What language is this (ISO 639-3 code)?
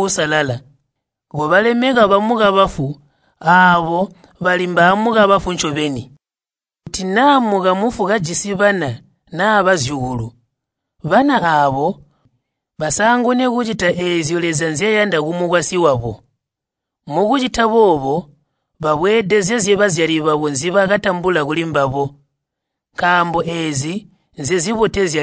toi